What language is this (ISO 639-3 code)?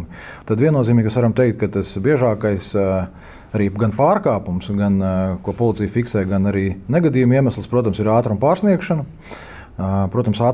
lav